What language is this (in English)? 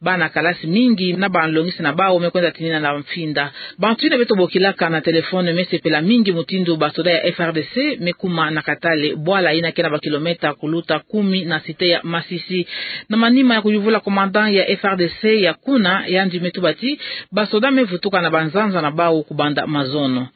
Kituba (Democratic Republic of Congo)